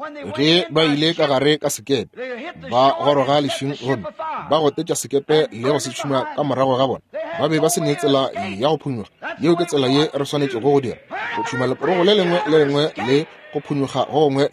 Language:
Northern Sotho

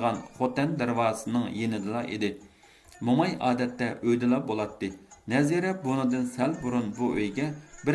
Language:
Uyghur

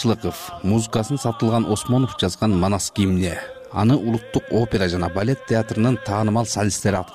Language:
Kyrgyz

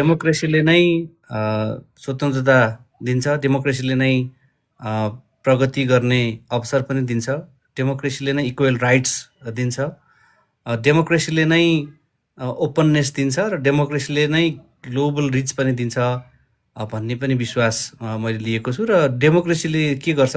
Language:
Nepali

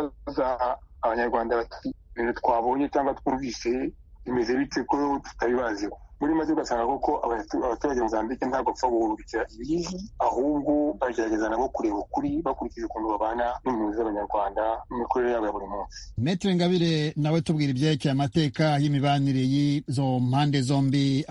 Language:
Kinyarwanda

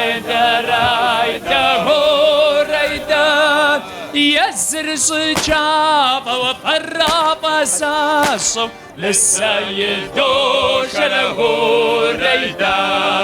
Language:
Kabardian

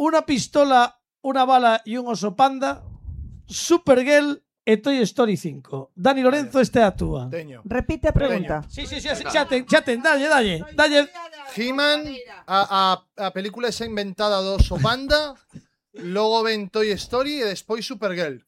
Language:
Galician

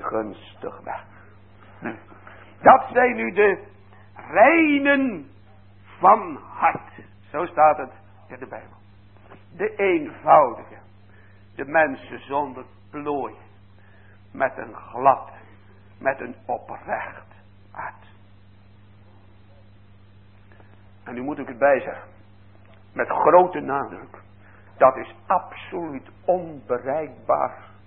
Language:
Dutch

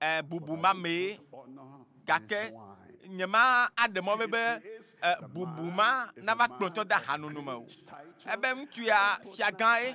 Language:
Ewe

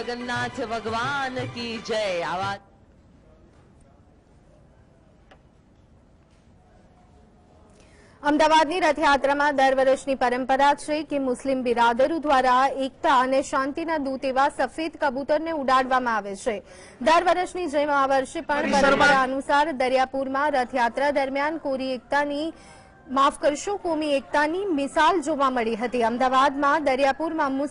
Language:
Gujarati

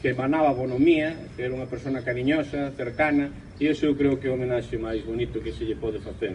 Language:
Galician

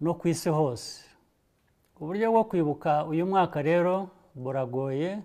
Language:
Kinyarwanda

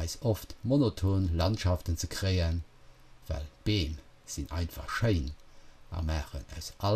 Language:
Luxembourgish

